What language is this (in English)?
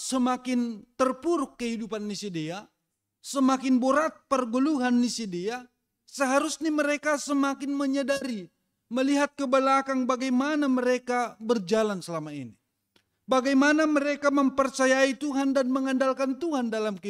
Batak Simalungun